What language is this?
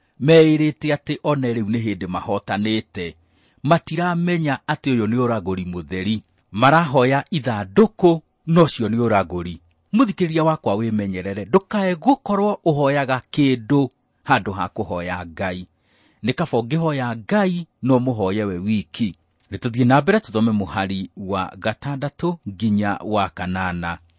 Kikuyu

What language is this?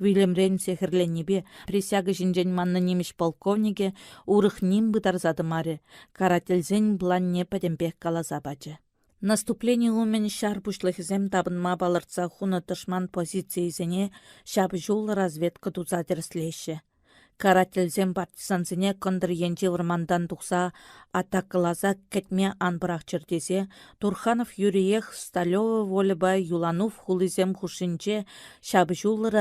Chuvash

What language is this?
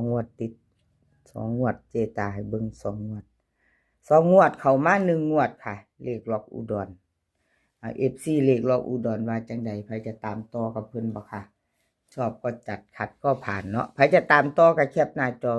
Northeastern Thai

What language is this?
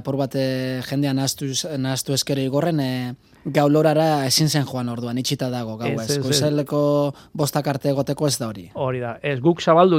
Basque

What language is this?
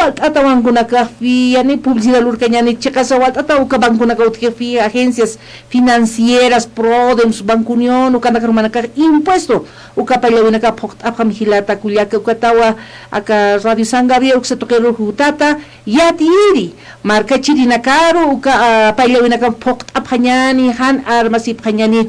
Aymara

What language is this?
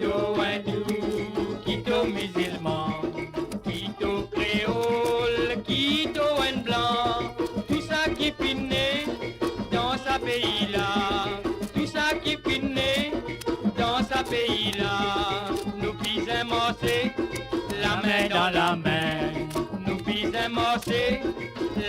Morisyen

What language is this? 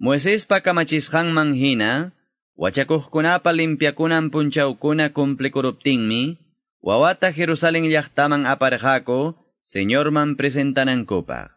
Quechua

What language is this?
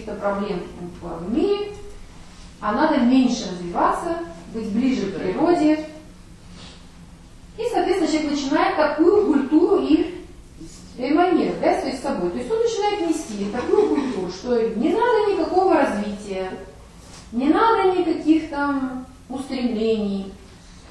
Russian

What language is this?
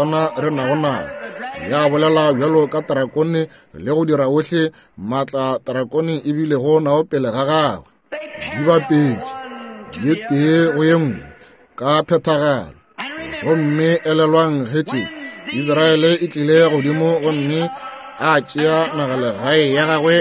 Northern Sotho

